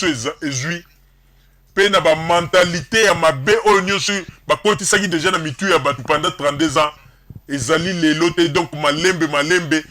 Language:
Lingala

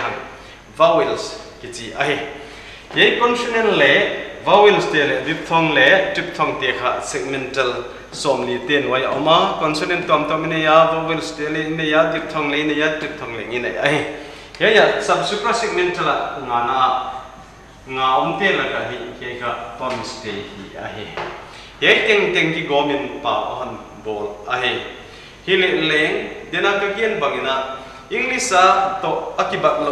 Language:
Paite Chin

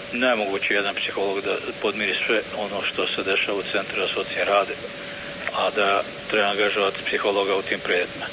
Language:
Serbian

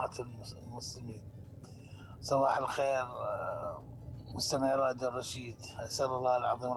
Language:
Mesopotamian Arabic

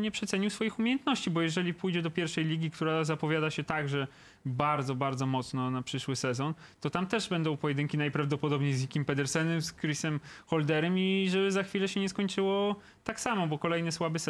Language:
Polish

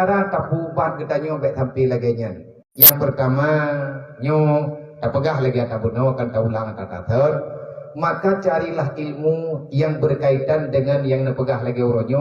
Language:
Achinese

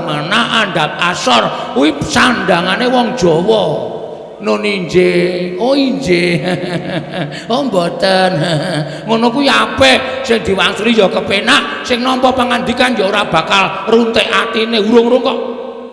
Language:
Javanese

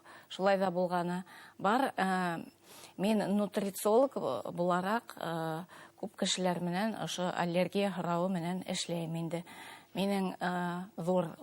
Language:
Bashkir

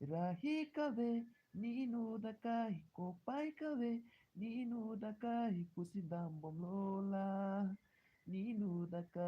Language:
Karbi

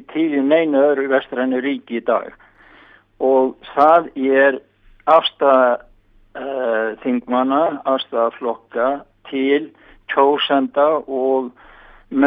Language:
Icelandic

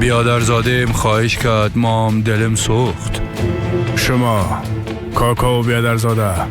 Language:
Persian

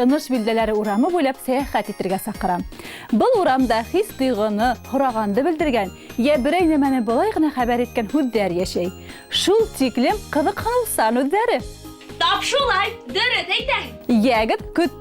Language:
Bashkir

